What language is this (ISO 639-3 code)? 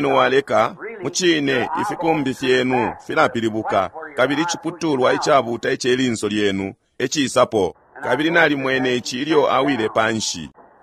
bem